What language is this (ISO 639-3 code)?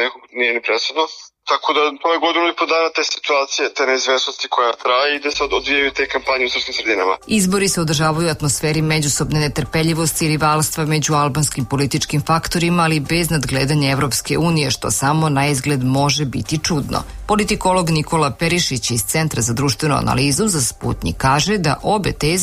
srp